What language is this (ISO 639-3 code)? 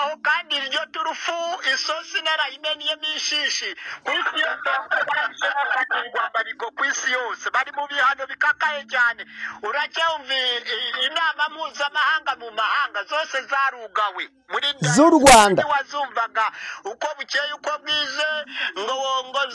kin